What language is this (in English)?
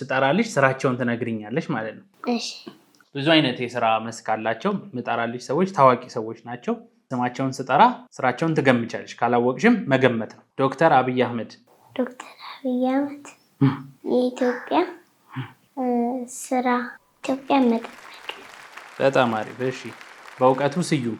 Amharic